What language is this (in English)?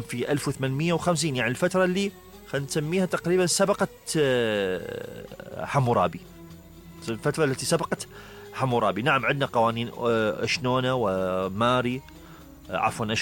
Mesopotamian Arabic